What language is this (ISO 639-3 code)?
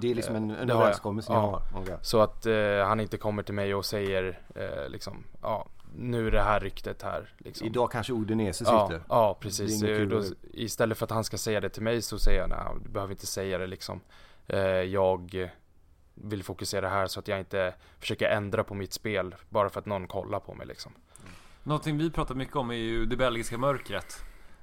swe